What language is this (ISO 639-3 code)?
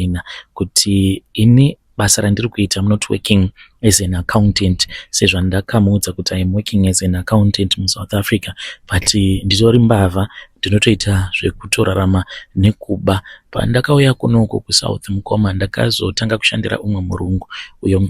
sna